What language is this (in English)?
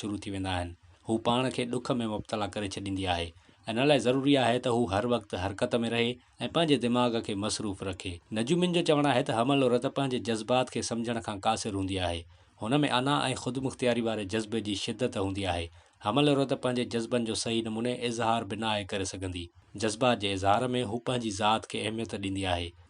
Sindhi